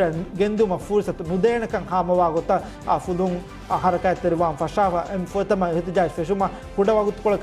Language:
Divehi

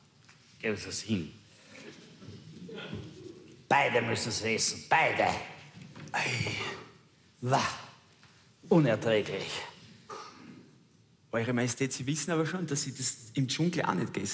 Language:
German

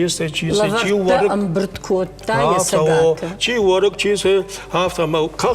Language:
Ossetic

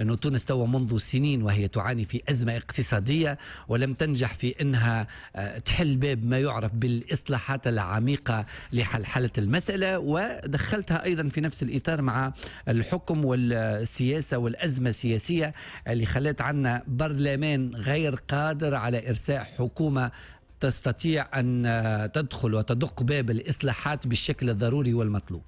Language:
Tunisian Arabic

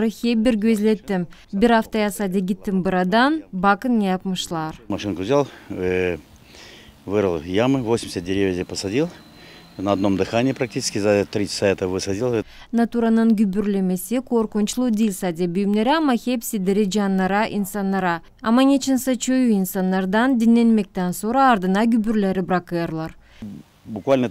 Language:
Gagauz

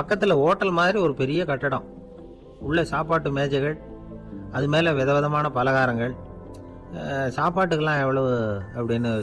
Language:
Tamil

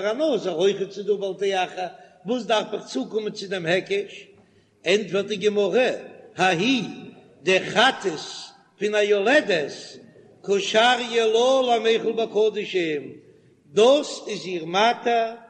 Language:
Yiddish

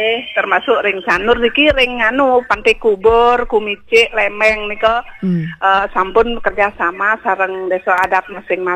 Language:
Balinese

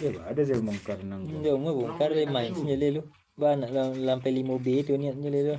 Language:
Minangkabau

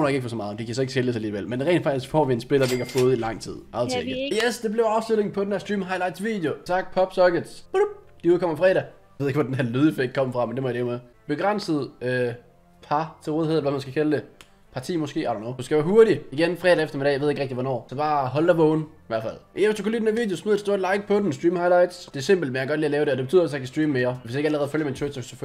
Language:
Danish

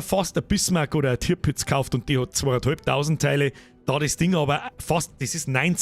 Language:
Bavarian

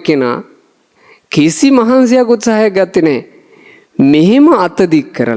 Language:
Sinhala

